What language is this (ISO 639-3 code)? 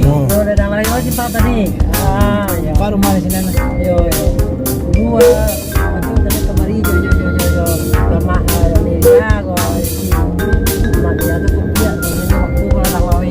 min